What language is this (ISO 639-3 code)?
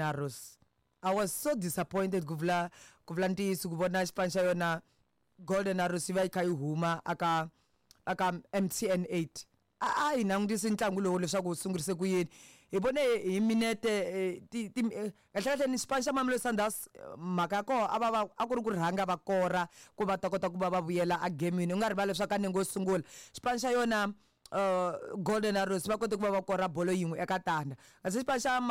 tso